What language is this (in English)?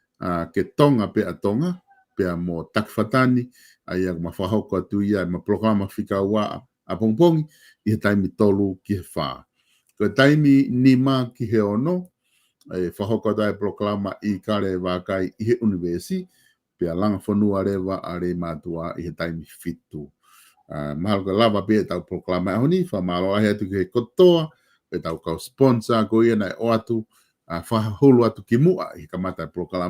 Tongan